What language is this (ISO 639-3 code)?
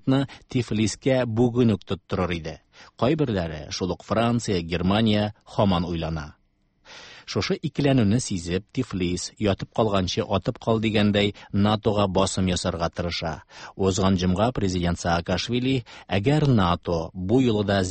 tat